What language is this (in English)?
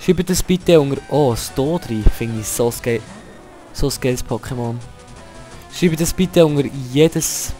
Swiss German